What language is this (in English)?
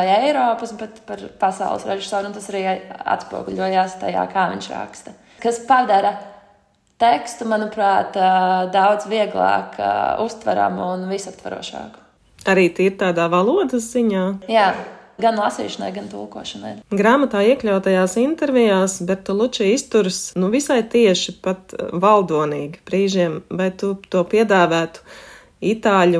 Latvian